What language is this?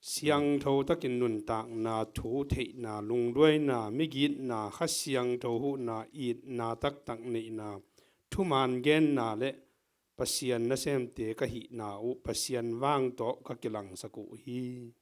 Tedim Chin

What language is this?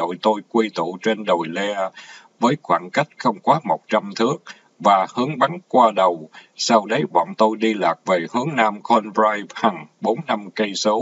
Vietnamese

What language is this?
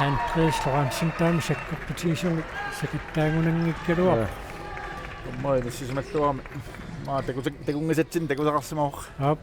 Kalaallisut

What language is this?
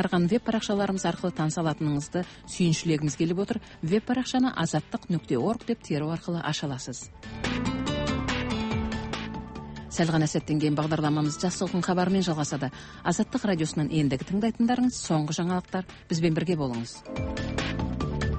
Kazakh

